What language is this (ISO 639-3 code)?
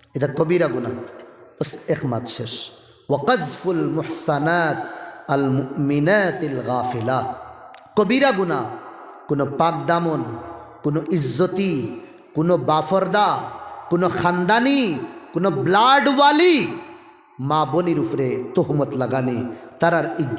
syl